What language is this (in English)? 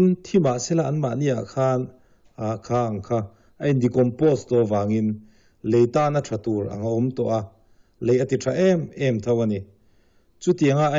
Mizo